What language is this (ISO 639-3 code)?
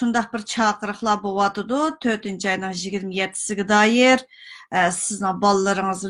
uig